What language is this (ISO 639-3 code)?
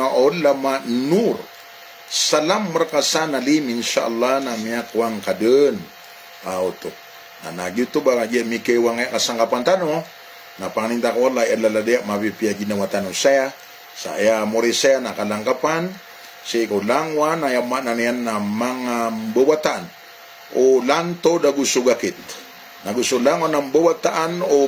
mrw